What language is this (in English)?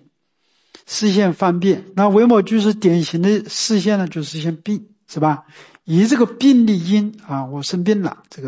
Chinese